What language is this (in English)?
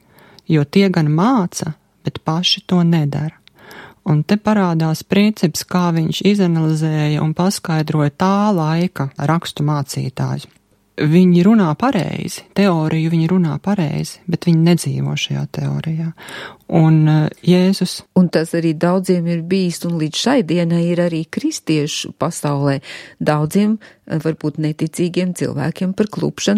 Latvian